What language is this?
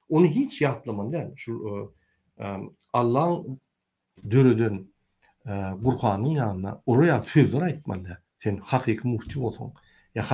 Turkmen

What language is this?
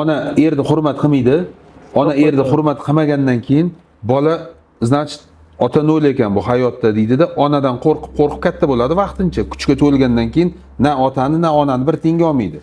Uzbek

